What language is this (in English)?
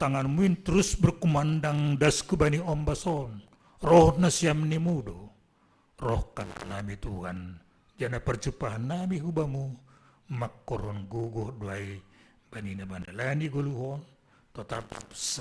Batak Simalungun